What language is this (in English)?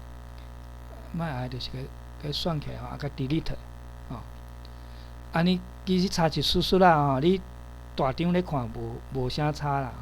Min Nan Chinese